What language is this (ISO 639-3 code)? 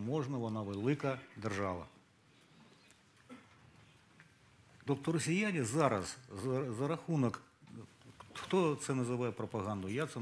ukr